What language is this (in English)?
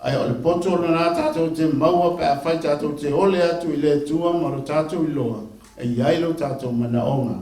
Samoan